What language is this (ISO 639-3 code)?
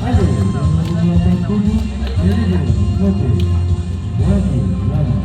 abs